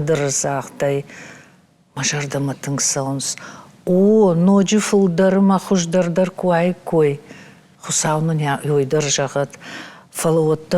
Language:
Ossetic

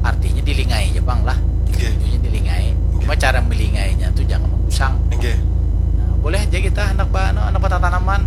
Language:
Banjar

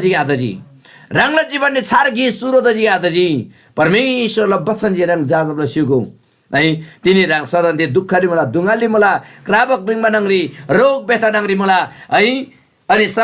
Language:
Eastern Tamang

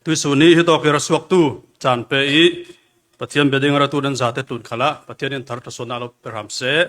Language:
Falam Chin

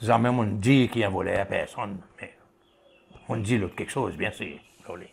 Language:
Seselwa Creole French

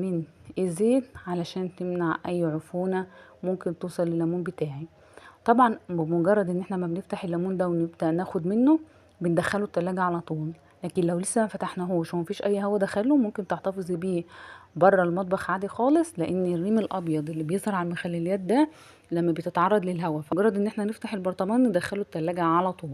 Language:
Egyptian Arabic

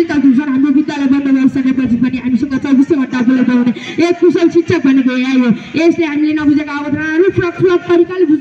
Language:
Nepali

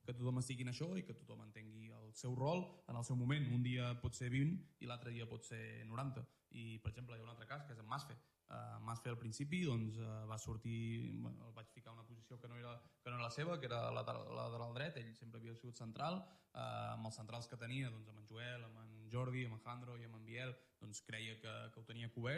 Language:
Catalan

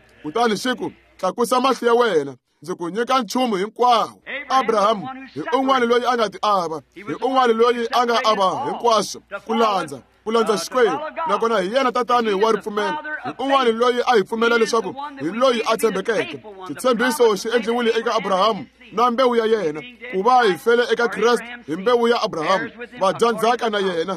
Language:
Tsonga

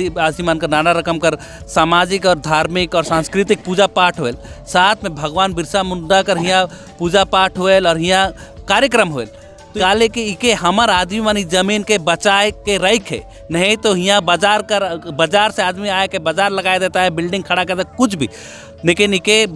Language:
Sadri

